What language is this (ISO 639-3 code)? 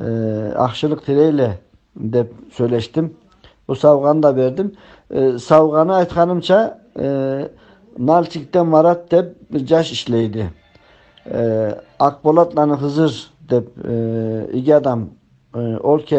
krc